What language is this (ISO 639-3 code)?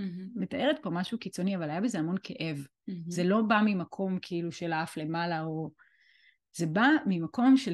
heb